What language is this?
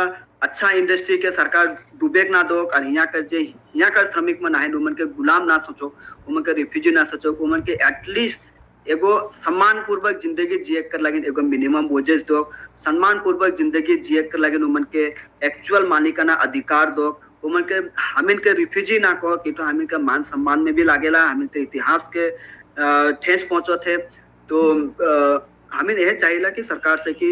Sadri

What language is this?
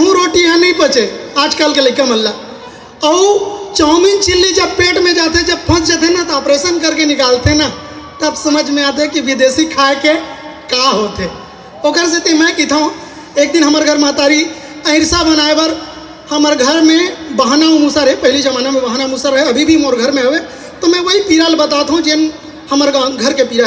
Chhattisgarhi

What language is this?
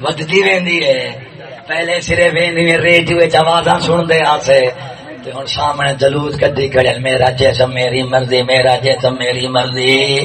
Saraiki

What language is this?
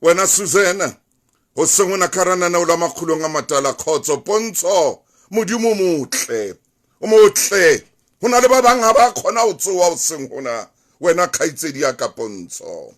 Southern Sotho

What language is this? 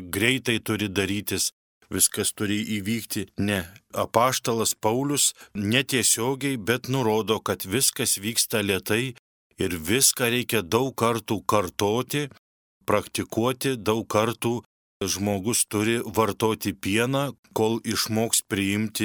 Lithuanian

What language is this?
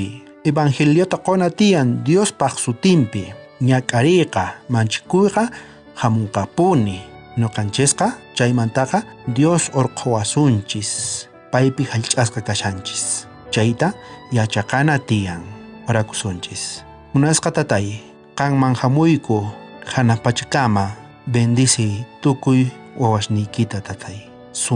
South Bolivian Quechua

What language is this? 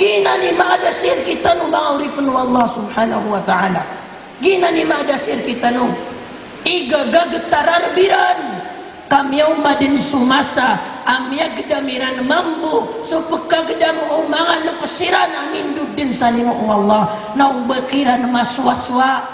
Maranao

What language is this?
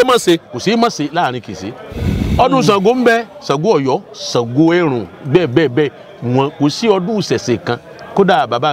Yoruba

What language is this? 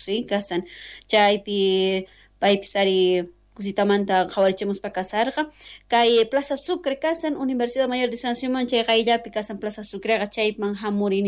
South Bolivian Quechua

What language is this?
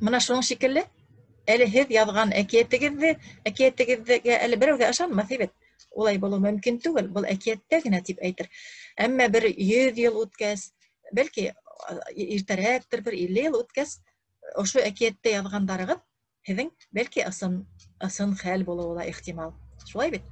Bashkir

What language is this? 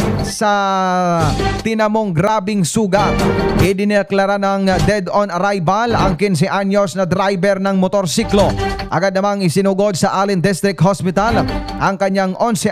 Filipino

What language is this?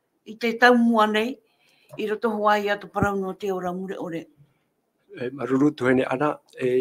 Tahitian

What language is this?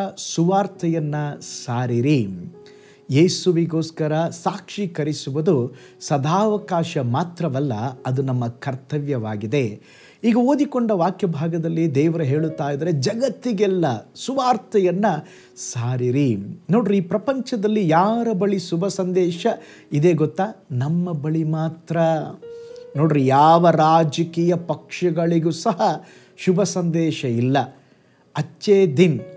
Kannada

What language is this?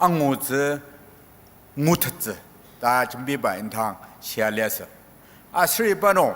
Ao Naga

